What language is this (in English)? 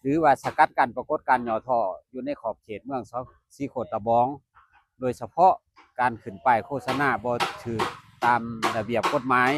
Lao